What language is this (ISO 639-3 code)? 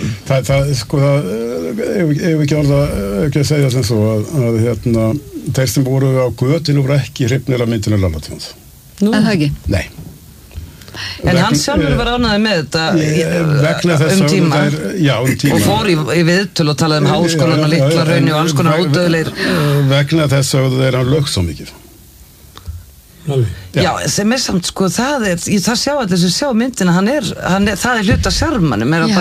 isl